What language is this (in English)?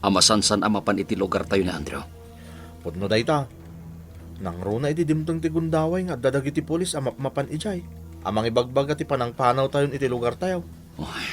Iloko